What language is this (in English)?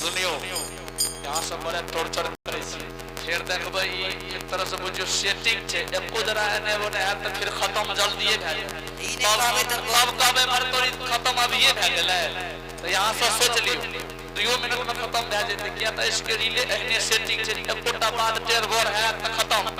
Angika